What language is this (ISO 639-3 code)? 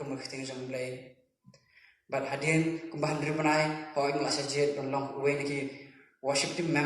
kha